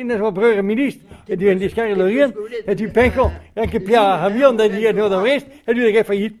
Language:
Breton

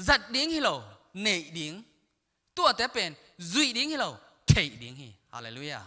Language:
Tedim Chin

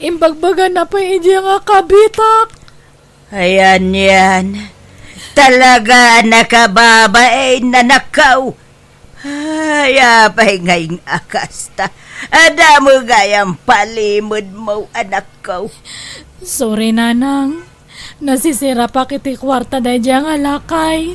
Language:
Iloko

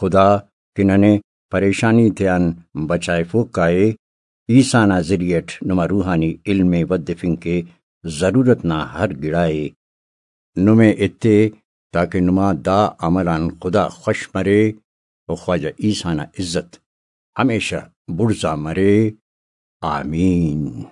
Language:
Brahui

